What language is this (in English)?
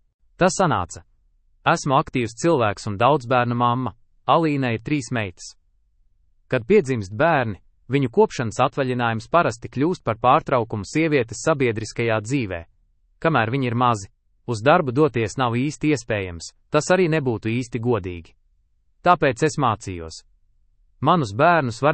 Latvian